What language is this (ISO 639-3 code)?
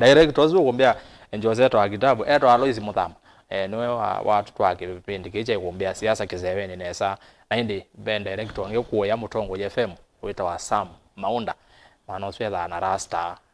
kam